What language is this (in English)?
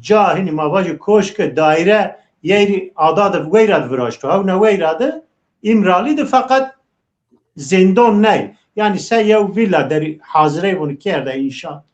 Zaza